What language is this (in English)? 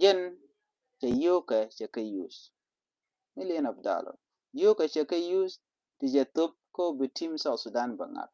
Nuer